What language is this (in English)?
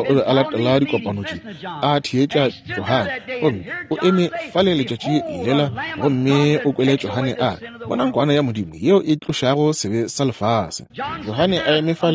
Northern Sotho